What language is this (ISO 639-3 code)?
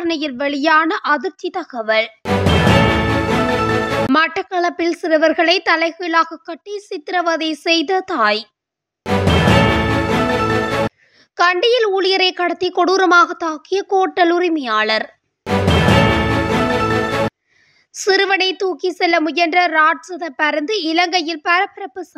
tam